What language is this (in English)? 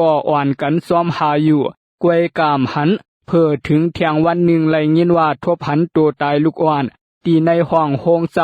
Shan